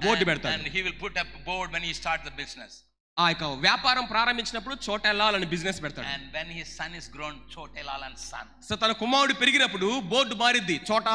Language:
Telugu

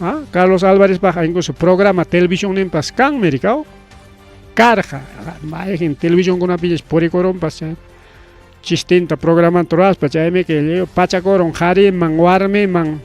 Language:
Ayacucho Quechua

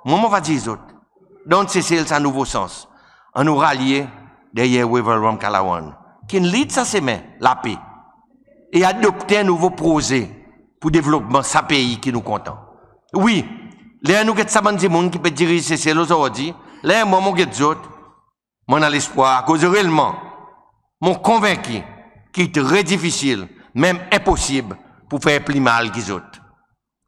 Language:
Seselwa Creole French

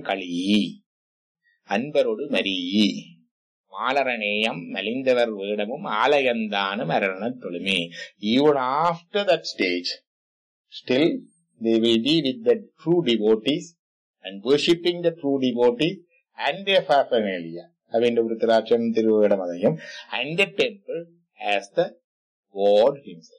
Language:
Tamil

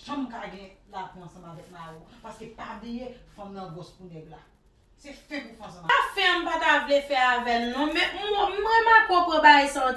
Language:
Haitian Creole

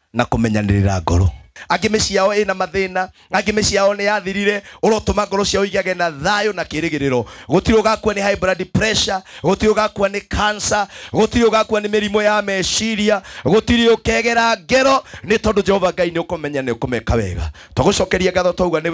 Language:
Kikuyu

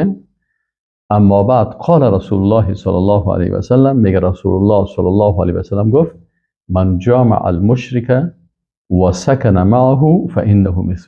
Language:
Persian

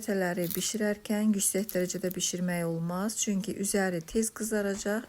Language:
Azerbaijani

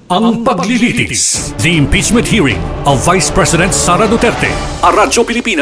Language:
Filipino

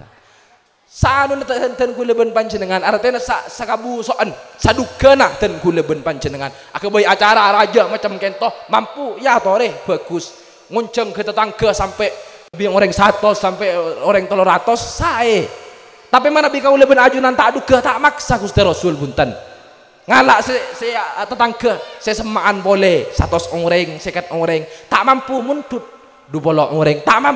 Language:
Madurese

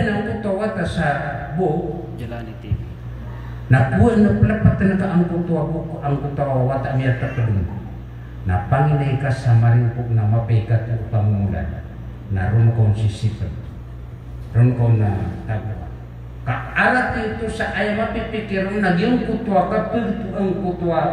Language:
Maranao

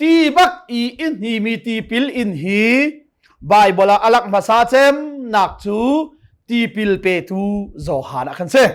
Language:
Hakha Chin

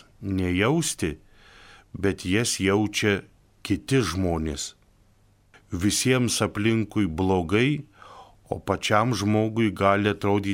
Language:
Lithuanian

